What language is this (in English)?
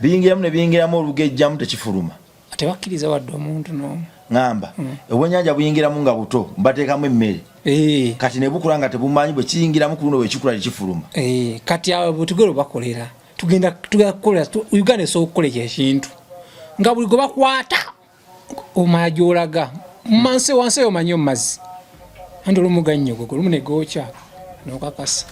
Ganda